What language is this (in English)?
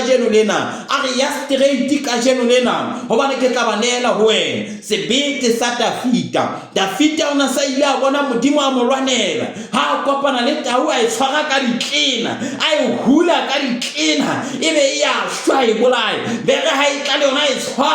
Southern Sotho